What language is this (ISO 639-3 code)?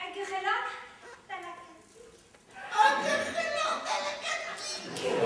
bre